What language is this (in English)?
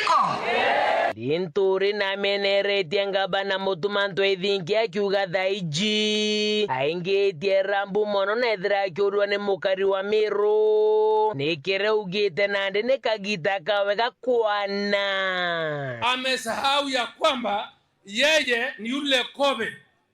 Meru